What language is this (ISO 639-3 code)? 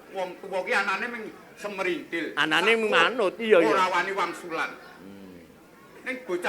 jav